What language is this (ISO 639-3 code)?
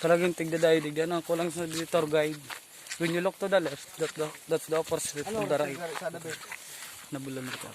bik